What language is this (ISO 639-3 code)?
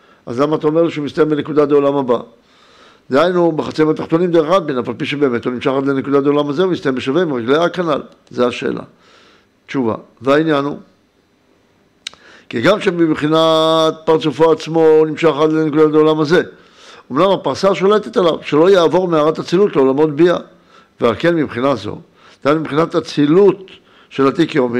heb